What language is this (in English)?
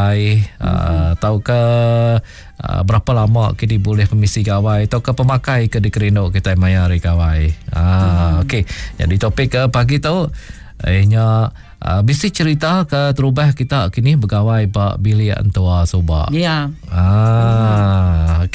Iban